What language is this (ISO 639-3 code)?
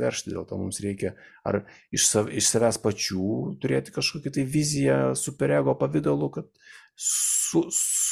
lit